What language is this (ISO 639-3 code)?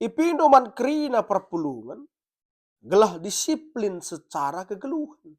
btx